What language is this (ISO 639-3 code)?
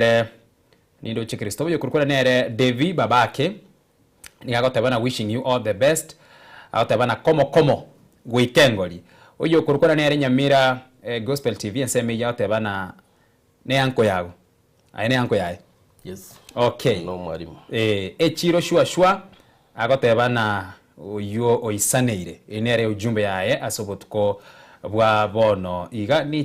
guz